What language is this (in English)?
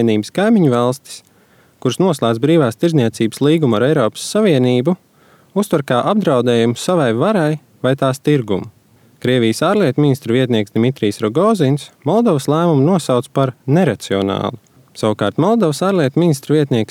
Latvian